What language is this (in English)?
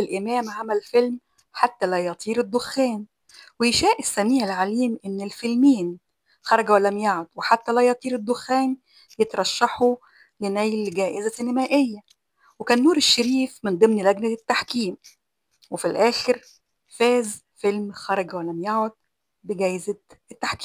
Egyptian Arabic